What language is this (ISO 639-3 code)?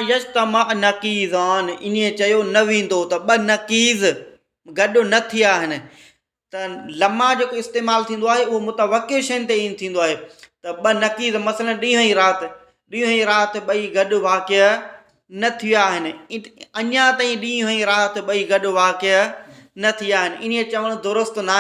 snd